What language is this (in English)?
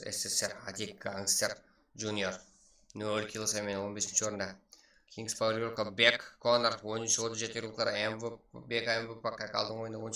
Kara-Kalpak